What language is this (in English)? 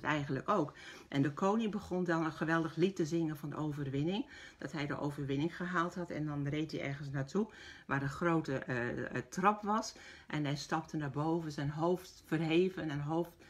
Dutch